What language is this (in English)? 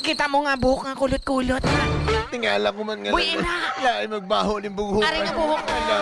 Hiligaynon